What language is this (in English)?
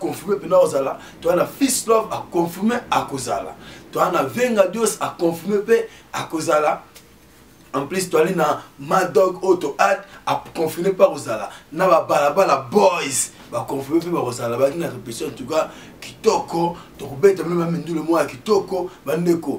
Lingala